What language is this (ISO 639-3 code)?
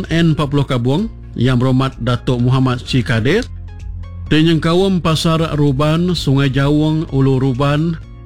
iba